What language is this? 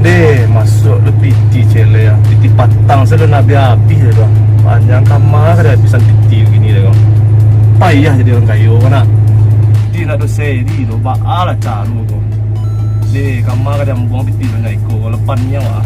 Minangkabau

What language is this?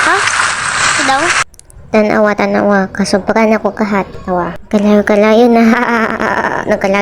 Cebuano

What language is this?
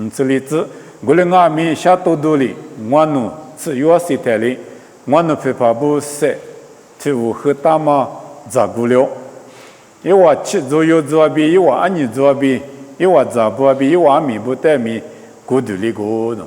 Lisu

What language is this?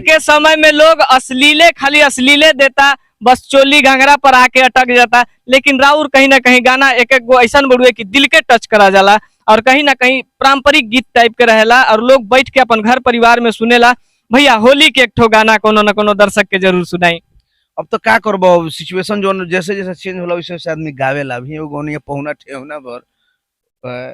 Bhojpuri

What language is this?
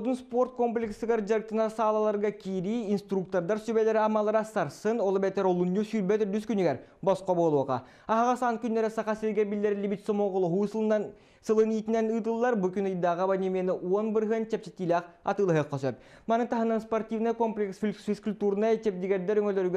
Yakut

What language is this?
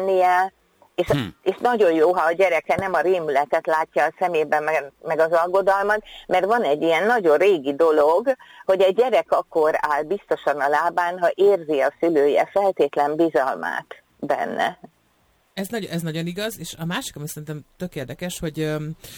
Hungarian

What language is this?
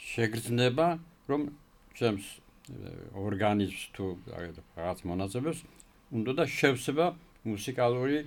Georgian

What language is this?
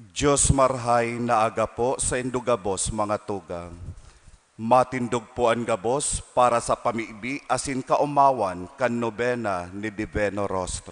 Bikol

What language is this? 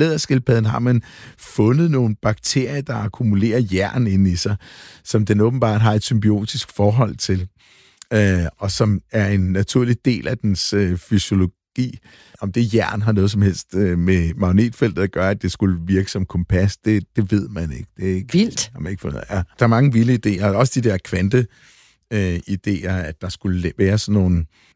Danish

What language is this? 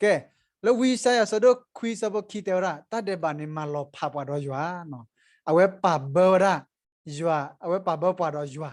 S'gaw Karen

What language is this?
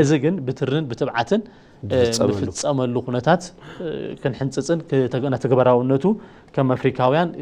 Tigrinya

